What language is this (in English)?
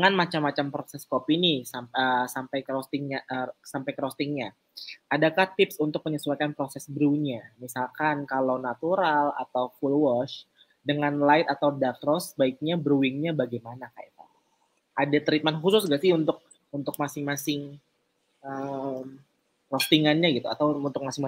Indonesian